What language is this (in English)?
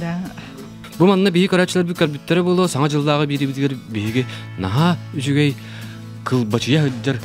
Yakut